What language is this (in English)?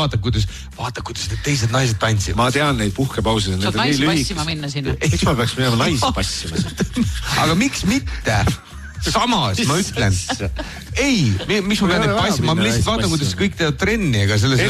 Estonian